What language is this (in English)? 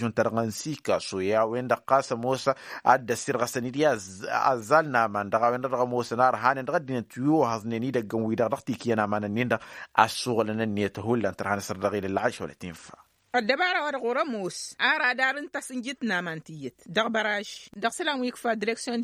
Tamasheq